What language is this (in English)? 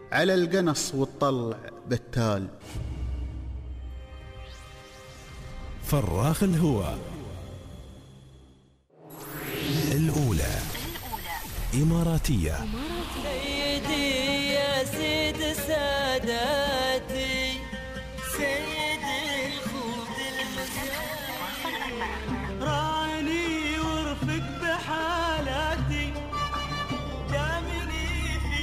Gulf Arabic